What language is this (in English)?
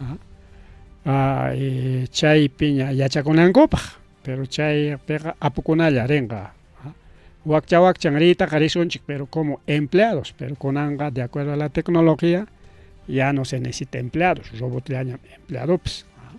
Ayacucho Quechua